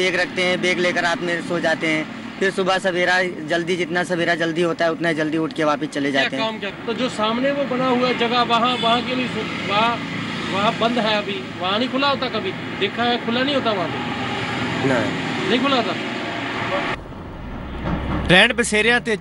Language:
Punjabi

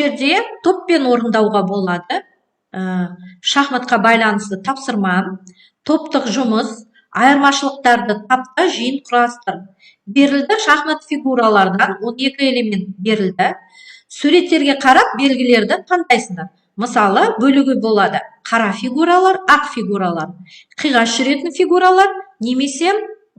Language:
Kazakh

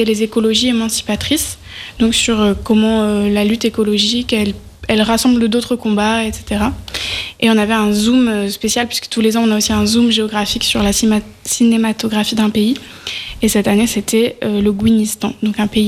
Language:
French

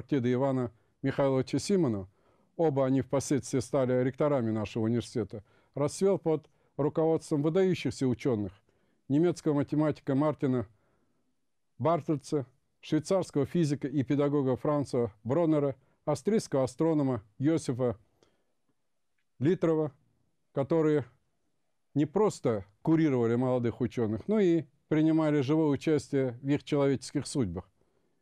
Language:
Russian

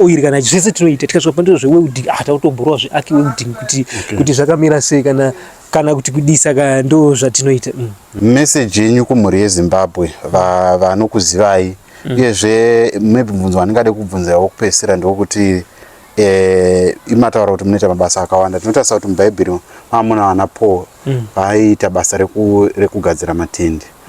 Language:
Shona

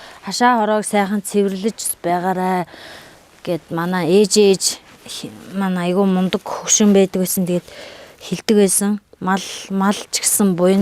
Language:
Mongolian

